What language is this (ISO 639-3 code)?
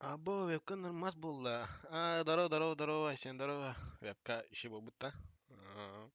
sah